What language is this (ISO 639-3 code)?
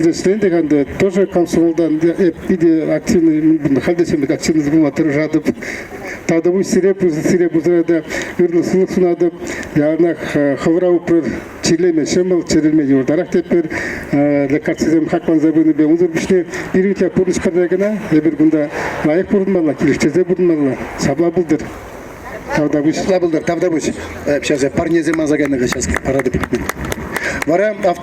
chv